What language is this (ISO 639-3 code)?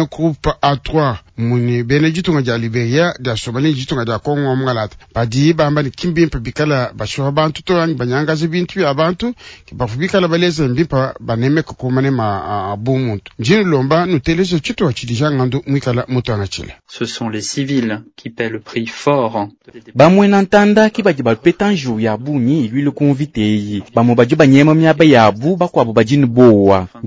lua